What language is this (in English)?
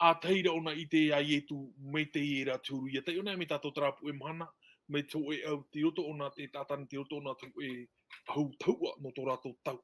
Tahitian